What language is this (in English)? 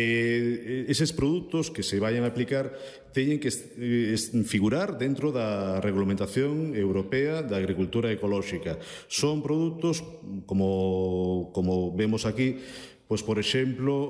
Galician